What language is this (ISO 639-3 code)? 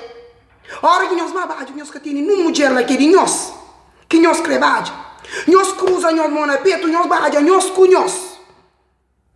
kea